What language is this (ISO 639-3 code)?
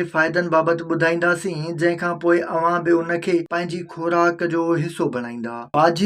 snd